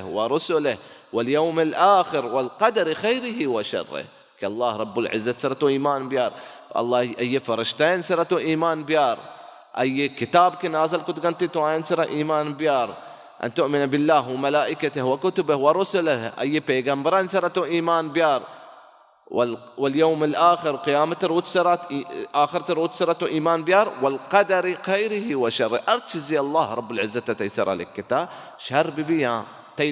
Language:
Baluchi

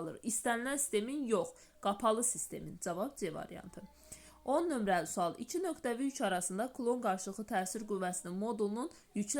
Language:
Azerbaijani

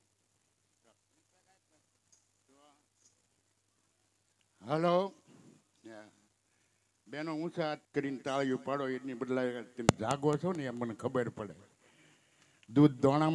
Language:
Gujarati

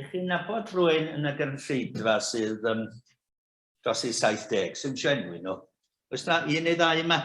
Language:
Welsh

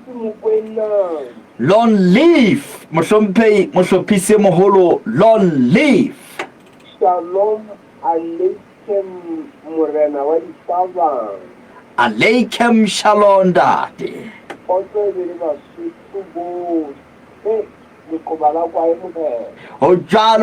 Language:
Southern Sotho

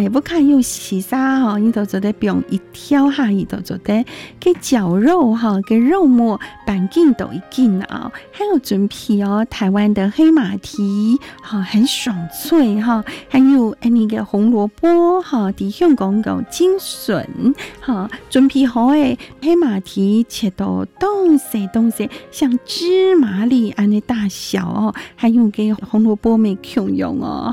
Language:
Chinese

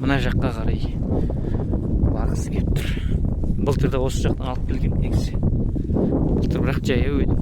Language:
Kazakh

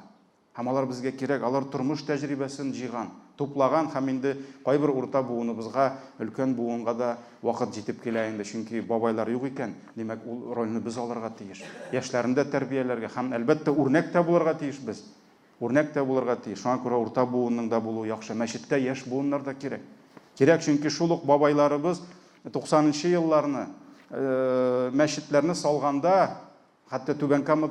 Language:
Tatar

